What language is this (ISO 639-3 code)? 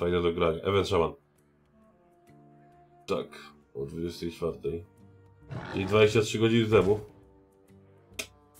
pol